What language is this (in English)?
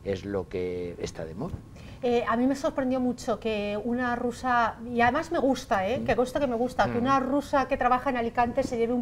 Spanish